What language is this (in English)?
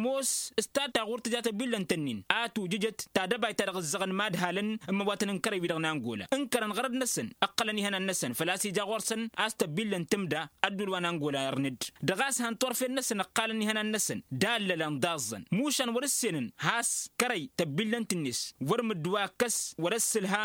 Tamasheq